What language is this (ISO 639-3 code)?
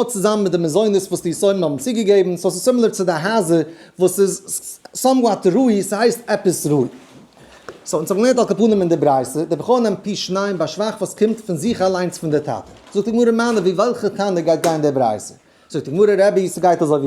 yid